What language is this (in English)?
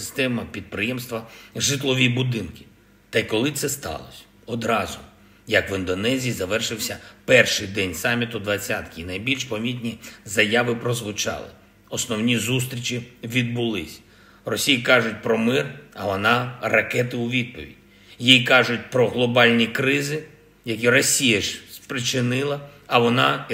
Ukrainian